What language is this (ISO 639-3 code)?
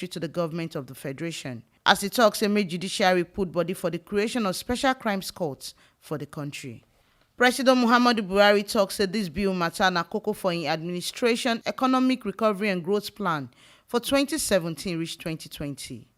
pcm